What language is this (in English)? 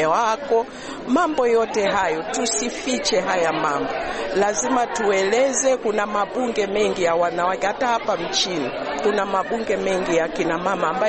Swahili